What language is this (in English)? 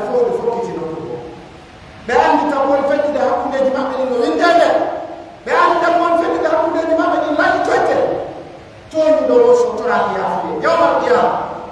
Pular